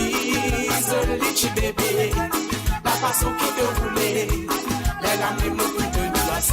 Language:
Morisyen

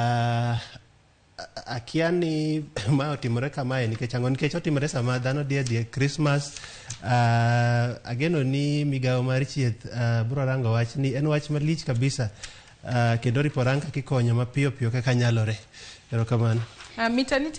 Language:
Luo (Kenya and Tanzania)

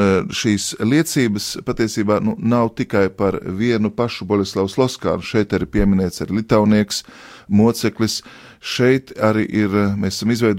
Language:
Latvian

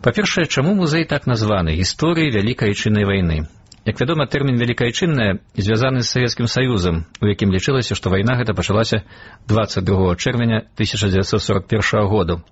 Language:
Belarusian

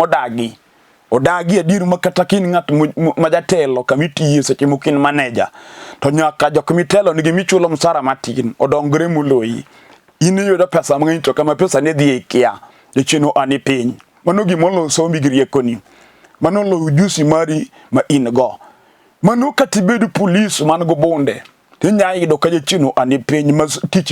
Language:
Luo (Kenya and Tanzania)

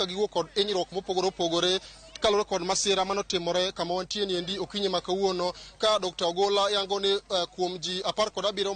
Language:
Luo (Kenya and Tanzania)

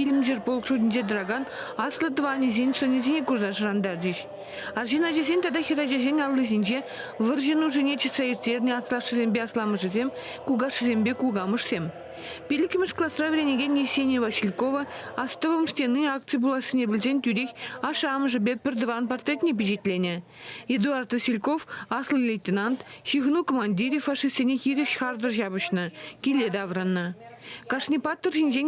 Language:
Chuvash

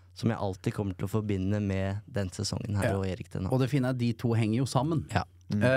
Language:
Norwegian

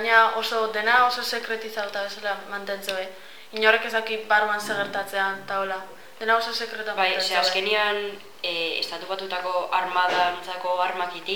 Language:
Basque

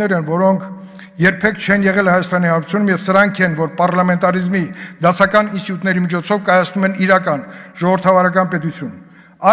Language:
Armenian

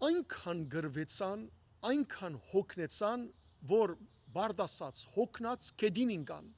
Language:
Western Armenian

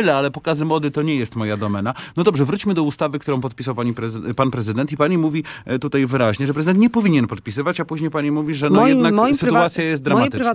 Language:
Polish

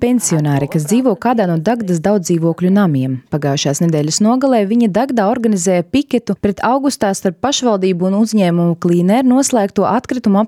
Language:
Latvian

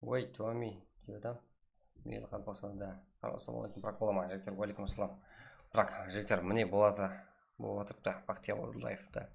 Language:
Kara-Kalpak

